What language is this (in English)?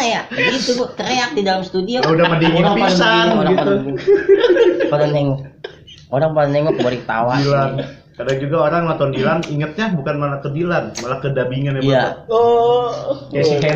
Betawi